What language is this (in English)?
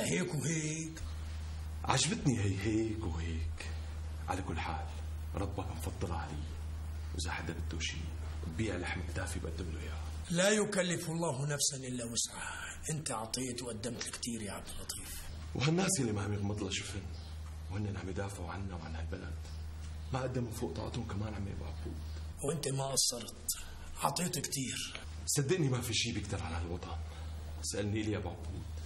North Levantine Arabic